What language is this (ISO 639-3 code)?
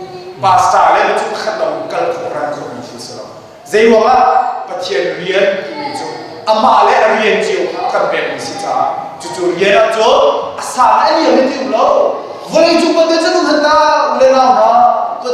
cnh